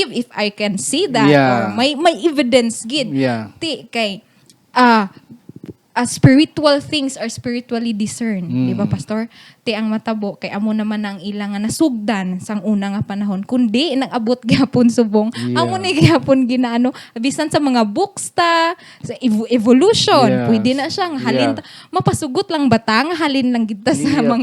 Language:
Hiligaynon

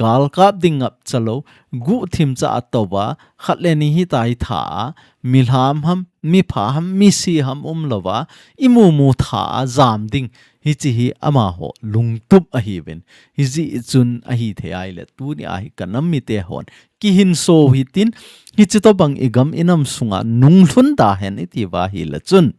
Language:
Thado Chin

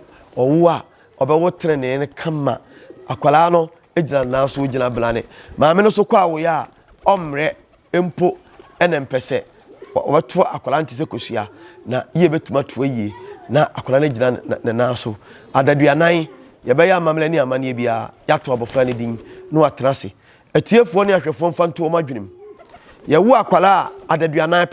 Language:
Akan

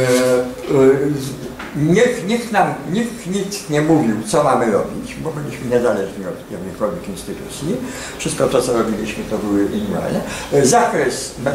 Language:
Polish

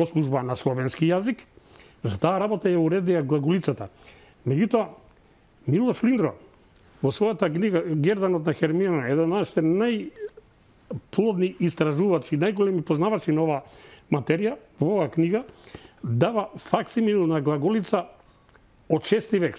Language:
Macedonian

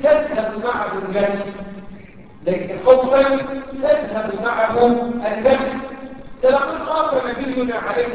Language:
Arabic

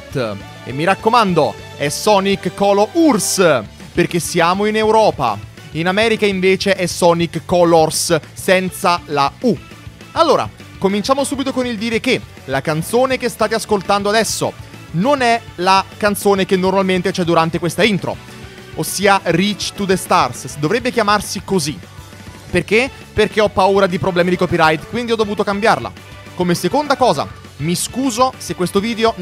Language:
Italian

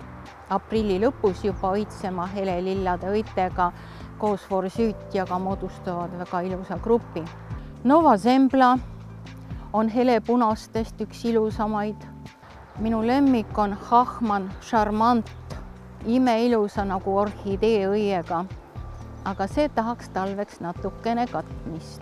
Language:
Estonian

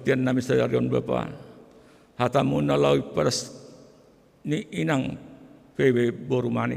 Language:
Batak Simalungun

